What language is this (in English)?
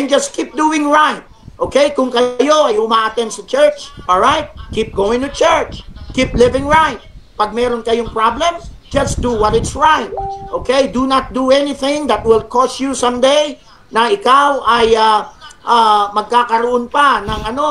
Filipino